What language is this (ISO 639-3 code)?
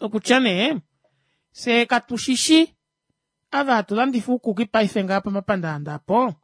kua